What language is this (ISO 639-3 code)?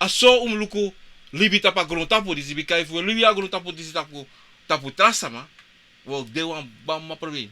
srn